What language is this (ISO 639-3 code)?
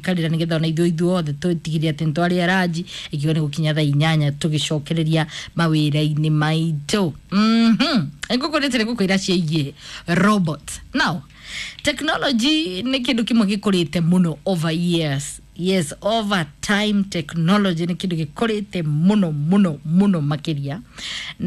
kik